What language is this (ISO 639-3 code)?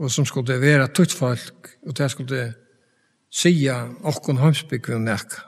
fao